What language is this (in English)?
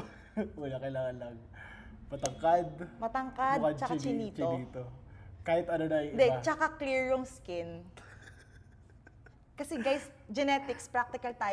Filipino